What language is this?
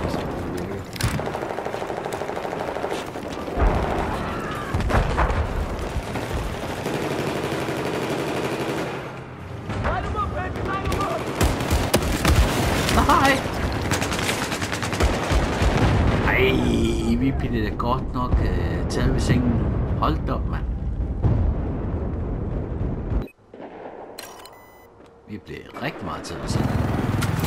Danish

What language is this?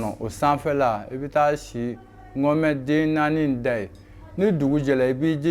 Bambara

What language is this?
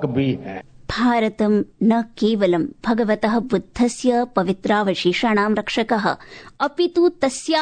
Sanskrit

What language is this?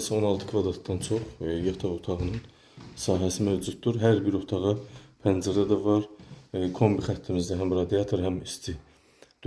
Azerbaijani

